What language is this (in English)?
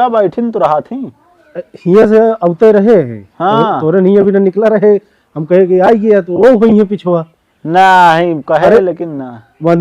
Awadhi